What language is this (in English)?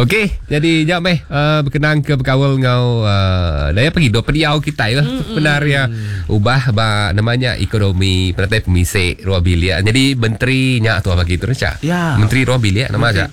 Iban